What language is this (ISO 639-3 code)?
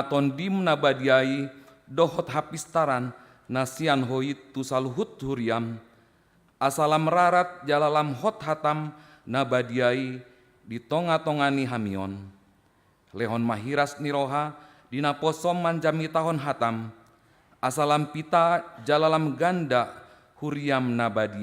bbc